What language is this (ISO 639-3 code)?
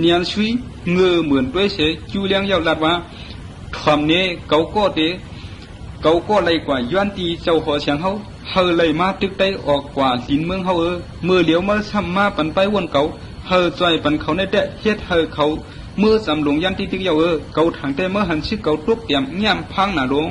shn